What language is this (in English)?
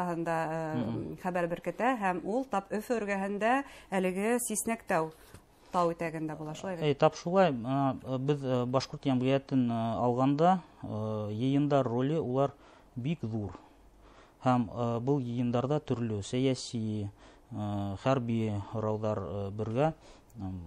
Bashkir